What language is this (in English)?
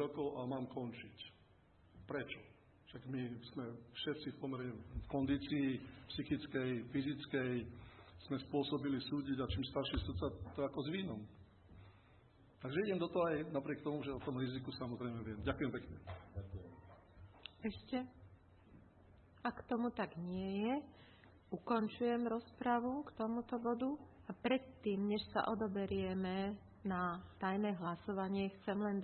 Slovak